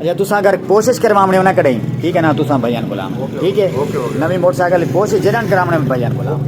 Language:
Saraiki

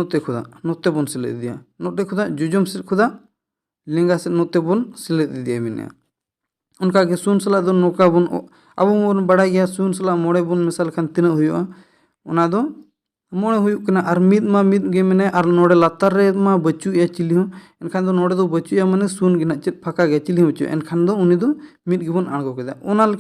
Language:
Santali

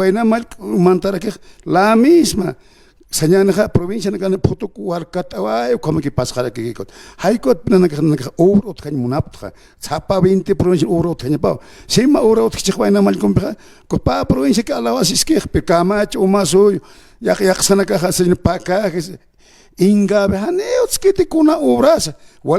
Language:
Aymara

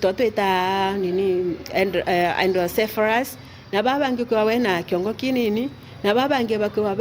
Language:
Meru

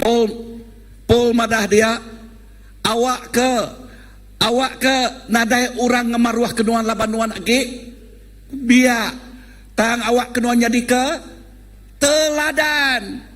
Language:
Iban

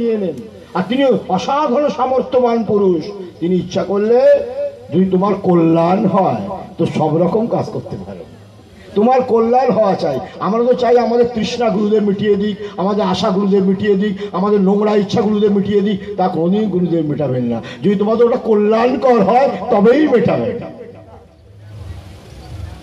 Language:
Bangla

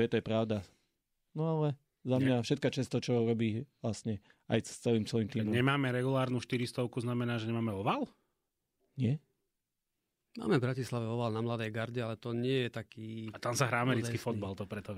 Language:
Slovak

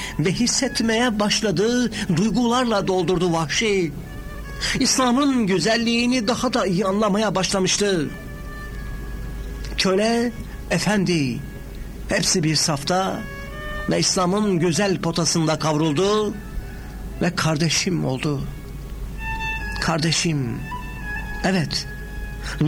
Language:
Turkish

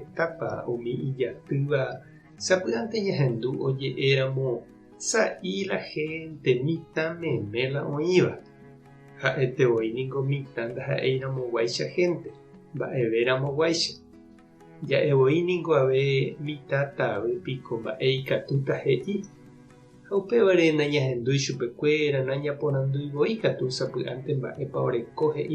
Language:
Guarani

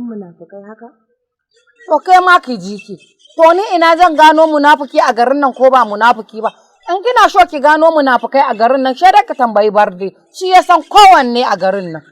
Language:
Hausa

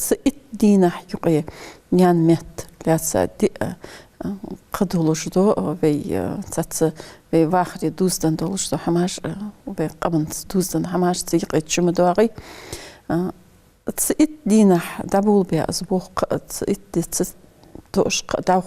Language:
Ingush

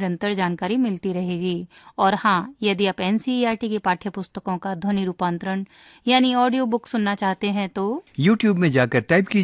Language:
Hindi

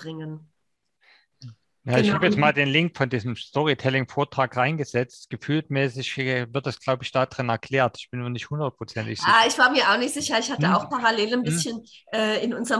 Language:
German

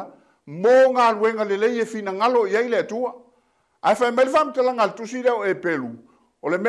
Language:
Samoan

